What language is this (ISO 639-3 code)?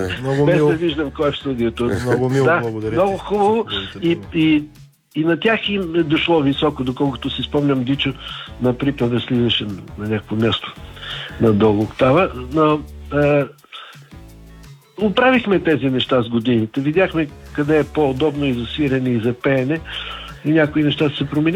bul